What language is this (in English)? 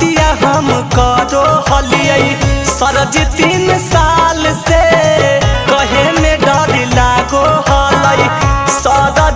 Magahi